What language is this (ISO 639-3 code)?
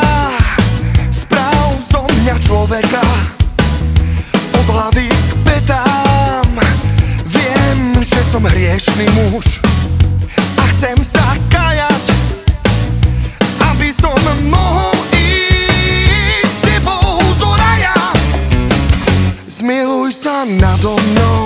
slk